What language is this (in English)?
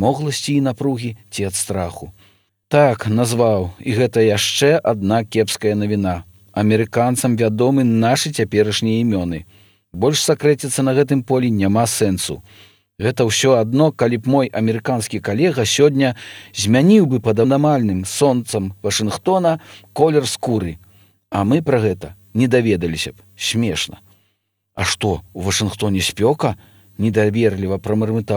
Belarusian